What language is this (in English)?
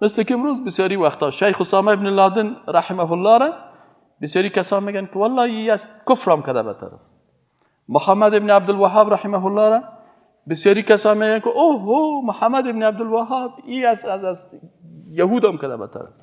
Persian